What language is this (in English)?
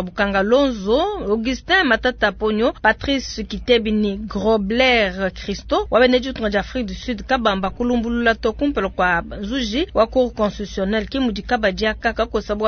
Luba-Lulua